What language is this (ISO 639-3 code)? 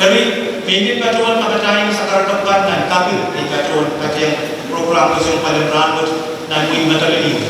pon